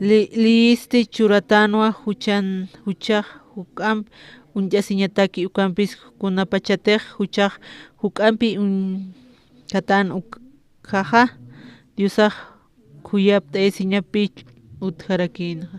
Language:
Aymara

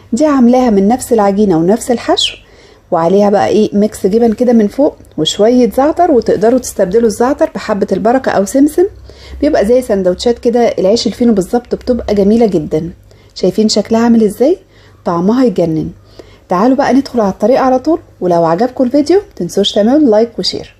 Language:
Egyptian Arabic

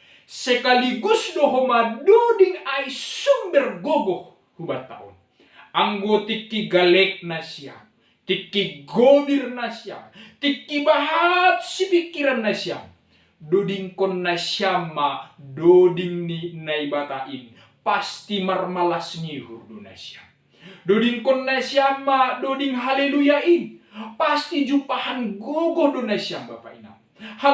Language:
Batak Simalungun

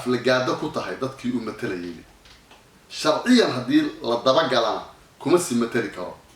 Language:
Somali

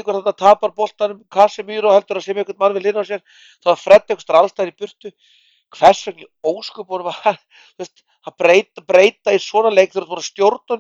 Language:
Icelandic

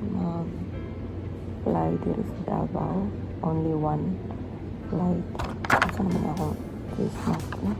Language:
Cebuano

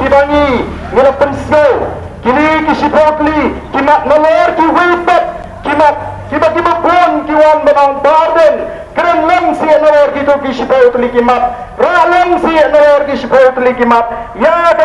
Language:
Khasi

